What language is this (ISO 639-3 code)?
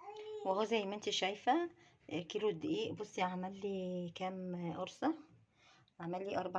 arz